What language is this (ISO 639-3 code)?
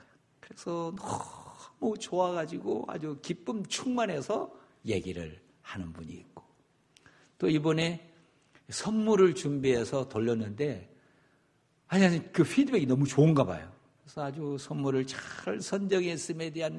kor